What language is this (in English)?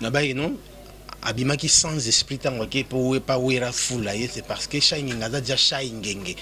Lingala